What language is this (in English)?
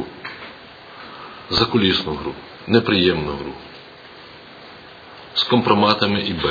Ukrainian